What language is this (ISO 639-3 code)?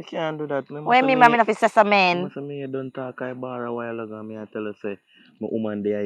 jam